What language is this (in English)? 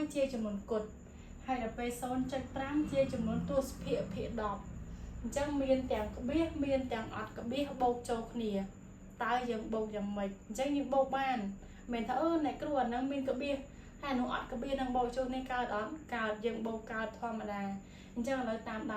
Khmer